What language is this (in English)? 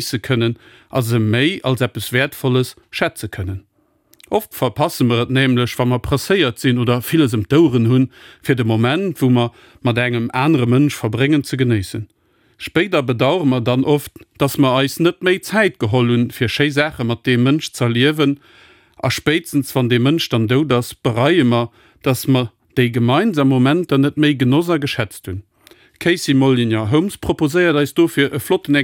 Luxembourgish